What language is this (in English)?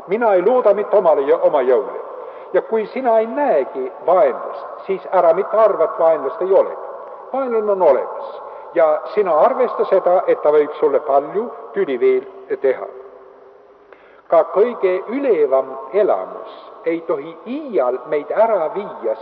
Estonian